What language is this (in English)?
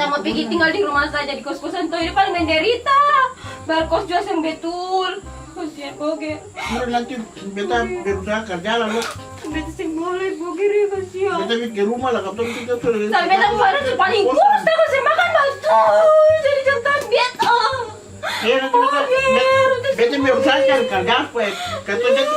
Ambonese Malay